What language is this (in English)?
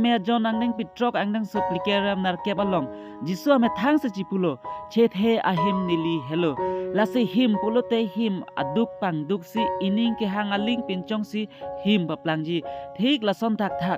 Karbi